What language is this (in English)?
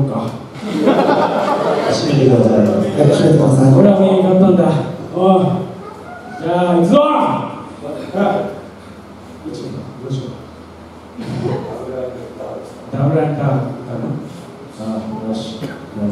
Japanese